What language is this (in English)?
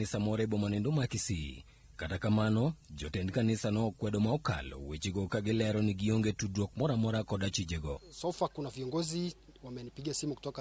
Luo (Kenya and Tanzania)